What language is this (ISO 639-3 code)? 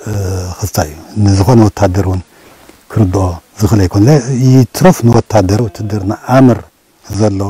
tir